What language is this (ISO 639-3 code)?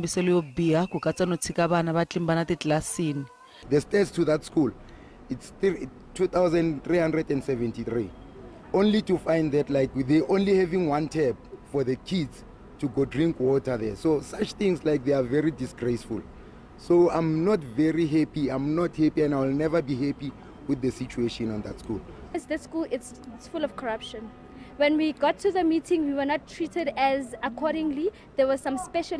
tso